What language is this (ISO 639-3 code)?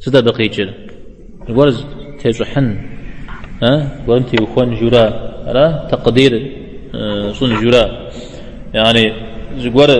kbd